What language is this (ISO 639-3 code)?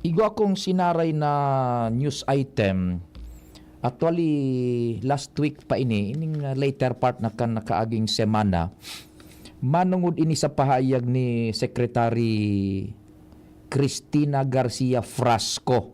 bik